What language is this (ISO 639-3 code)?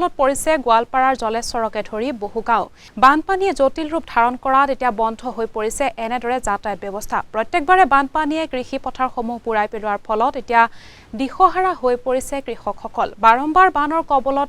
asm